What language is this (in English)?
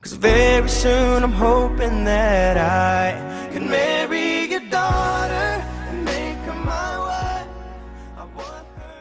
Nias